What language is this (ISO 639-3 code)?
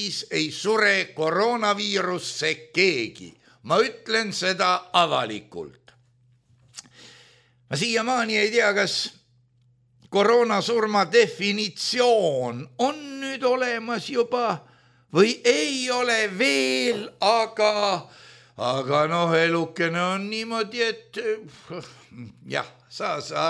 est